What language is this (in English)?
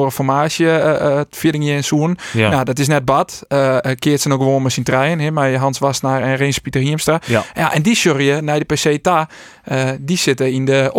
Western Frisian